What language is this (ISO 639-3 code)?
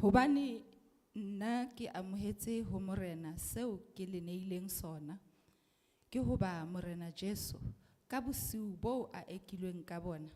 sot